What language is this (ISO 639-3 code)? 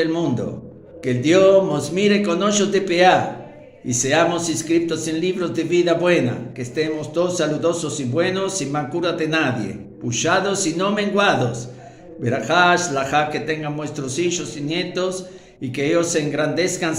lad